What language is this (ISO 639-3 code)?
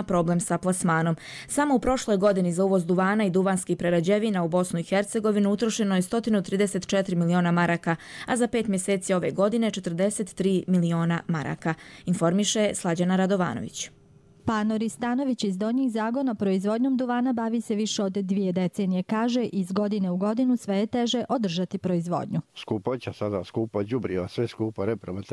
hrv